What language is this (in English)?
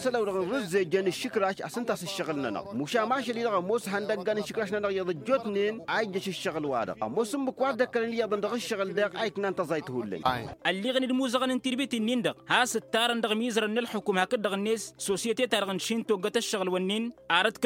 Tamasheq